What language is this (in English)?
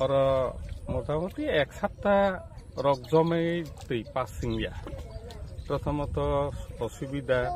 Riang (India)